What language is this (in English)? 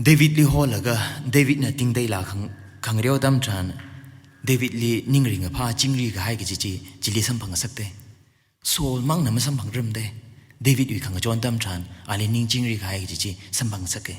Tangkhul Naga (India)